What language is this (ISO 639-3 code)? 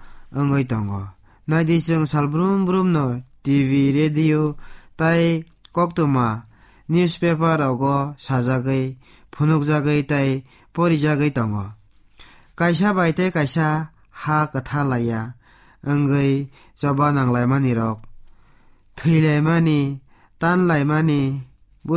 trp